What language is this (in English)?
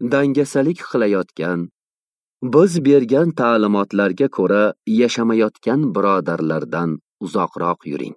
Uzbek